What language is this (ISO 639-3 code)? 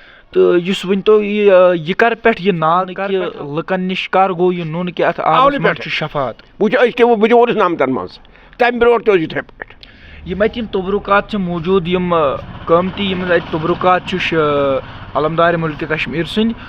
kas